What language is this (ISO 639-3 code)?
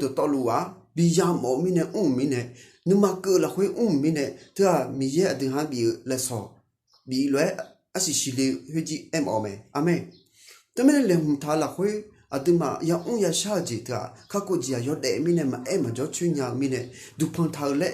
ahk